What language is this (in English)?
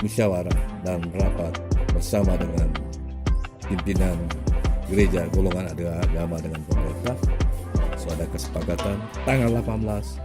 Manado Malay